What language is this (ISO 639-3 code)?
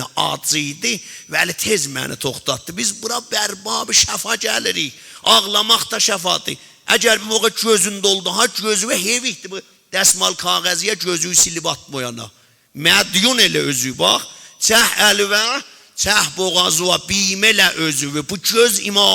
azb